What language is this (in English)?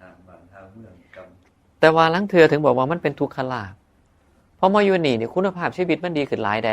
Northeastern Thai